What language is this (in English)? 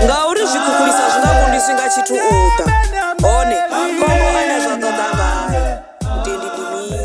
Venda